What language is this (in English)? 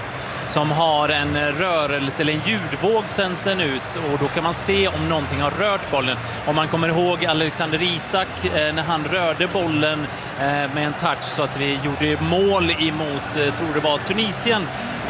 Swedish